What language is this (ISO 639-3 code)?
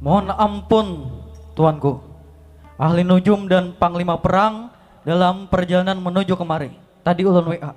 bjn